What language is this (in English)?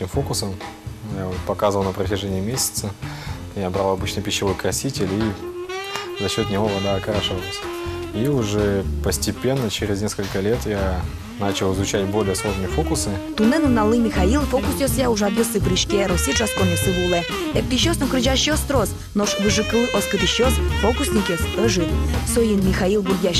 Udmurt